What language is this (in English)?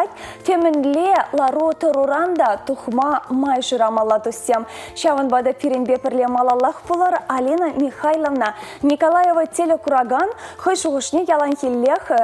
Chuvash